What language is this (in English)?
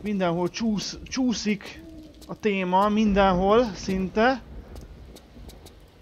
Hungarian